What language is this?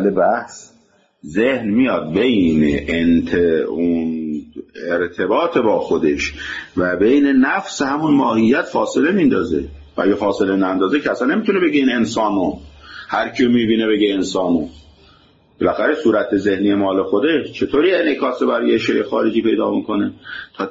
Persian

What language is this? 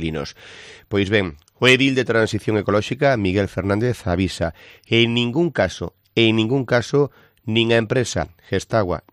Galician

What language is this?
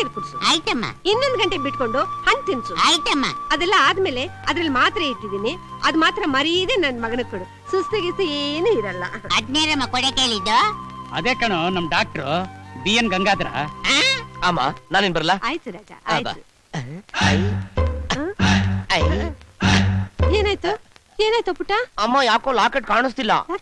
Kannada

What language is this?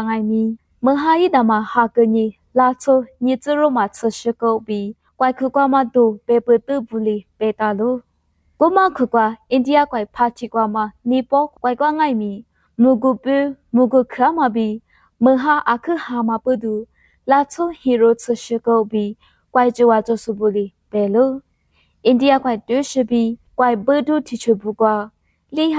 Lisu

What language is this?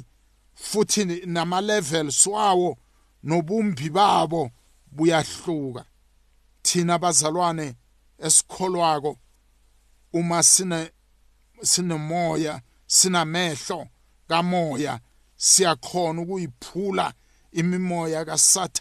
South Ndebele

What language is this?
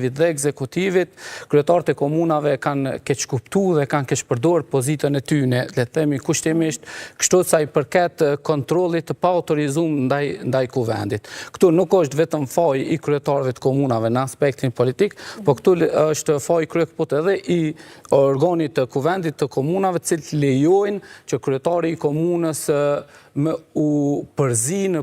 Albanian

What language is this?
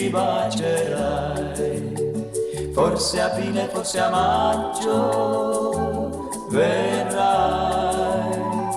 Italian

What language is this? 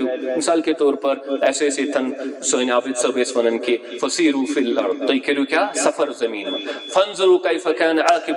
Kashmiri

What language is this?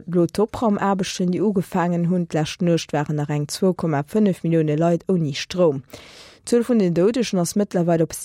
Luxembourgish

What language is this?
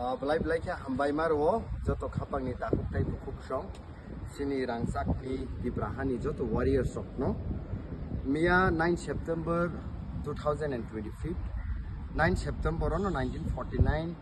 Kok Borok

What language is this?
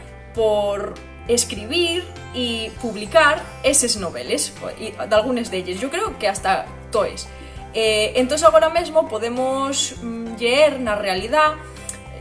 Asturian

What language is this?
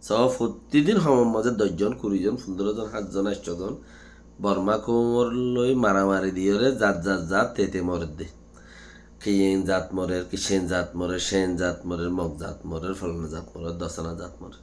Rohingya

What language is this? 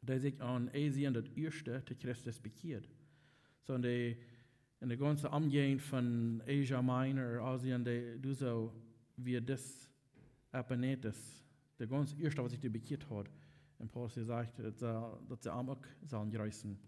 Plautdietsch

